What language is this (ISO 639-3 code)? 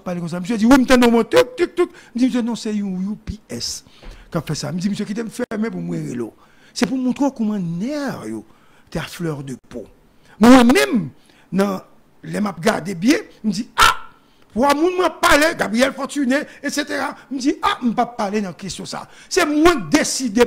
hat